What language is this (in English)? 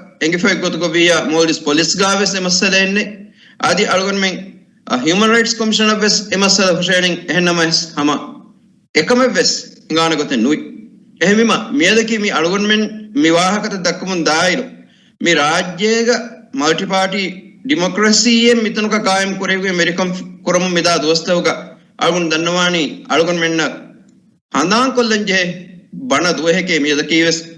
Divehi